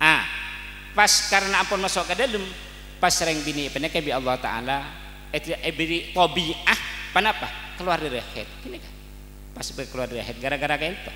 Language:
Madurese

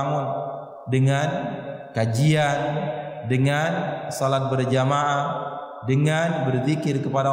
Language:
Indonesian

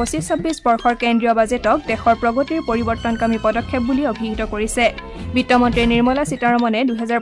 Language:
Assamese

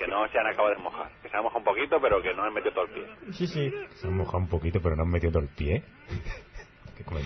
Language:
Spanish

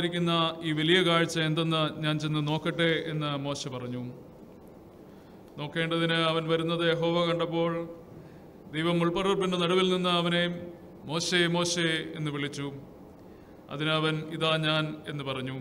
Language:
Malayalam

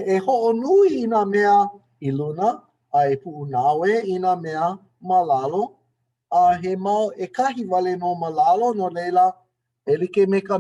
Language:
Hawaiian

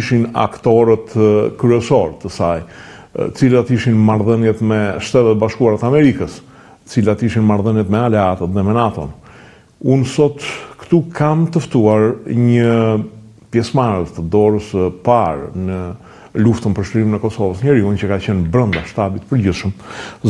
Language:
Albanian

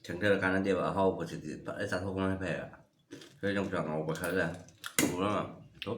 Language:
Manipuri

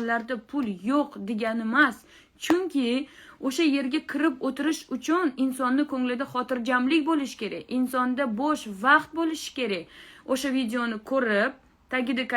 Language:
Uzbek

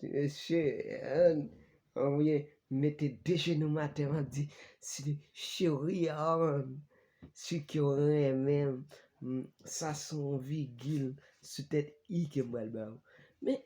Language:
Haitian Creole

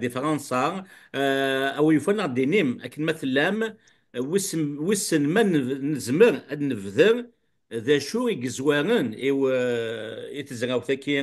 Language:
Kabyle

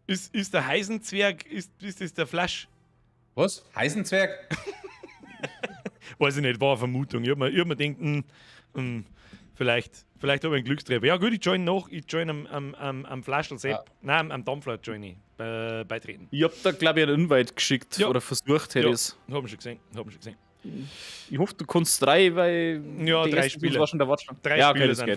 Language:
Bavarian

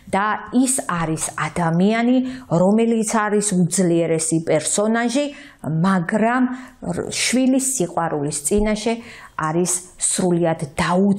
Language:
Georgian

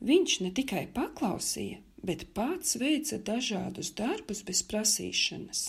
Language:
Latvian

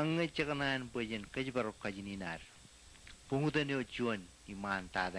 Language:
Marshallese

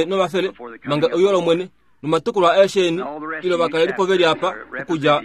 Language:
Kuanyama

